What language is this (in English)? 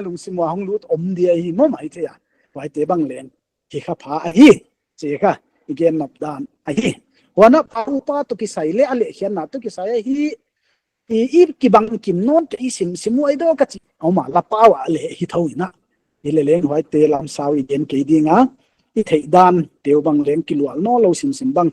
Paite Chin